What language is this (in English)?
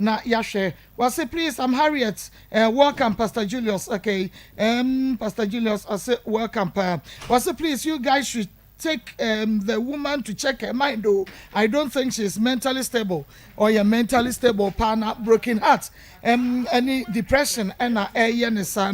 Akan